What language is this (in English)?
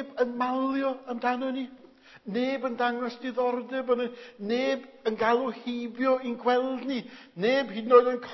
Welsh